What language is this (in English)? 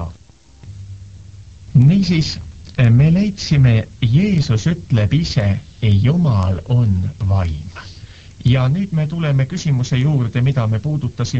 Estonian